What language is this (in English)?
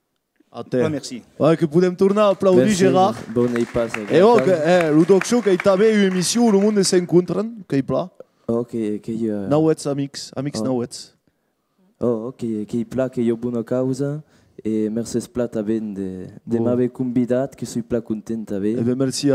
Occitan